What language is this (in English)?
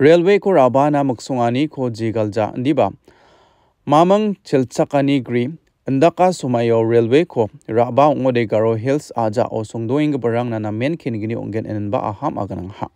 Garo